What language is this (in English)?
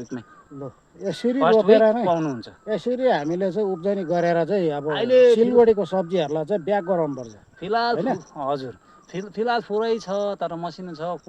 Nepali